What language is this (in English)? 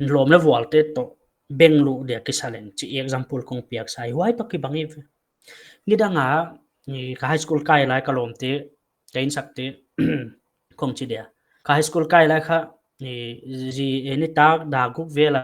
Paite Chin